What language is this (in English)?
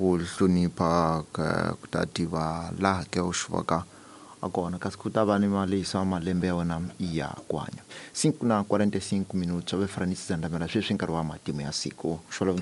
Tsonga